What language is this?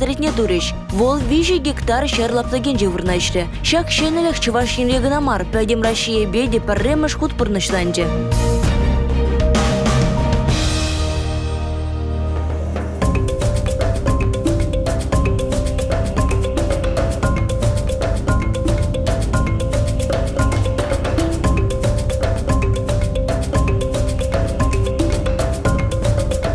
Chuvash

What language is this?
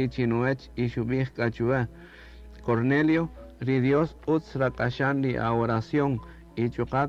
Kaqchikel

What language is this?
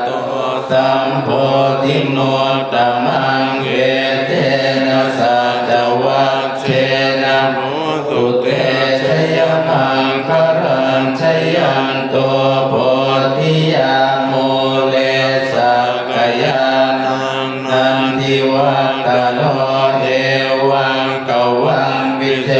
Pali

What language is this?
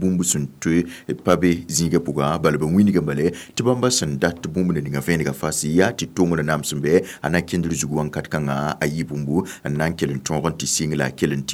Mossi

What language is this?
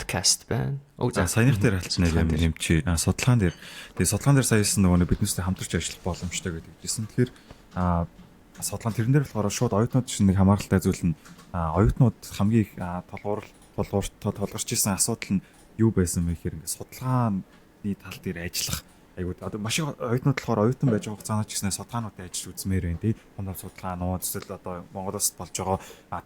Mongolian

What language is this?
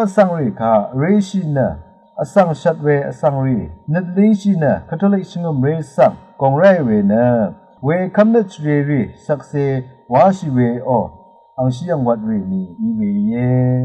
Rawang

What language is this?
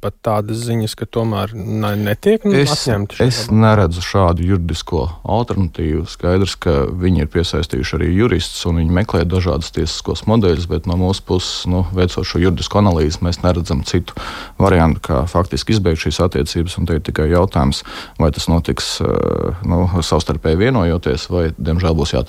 Latvian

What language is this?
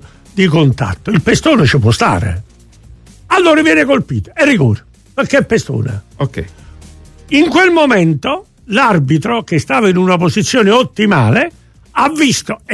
Italian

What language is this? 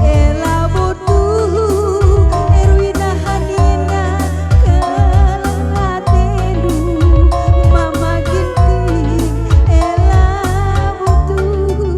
Batak Karo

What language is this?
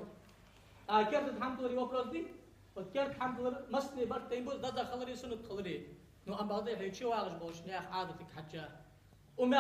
Ingush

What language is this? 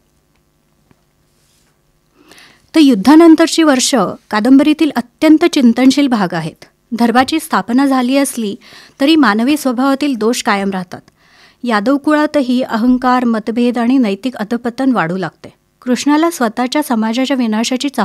Marathi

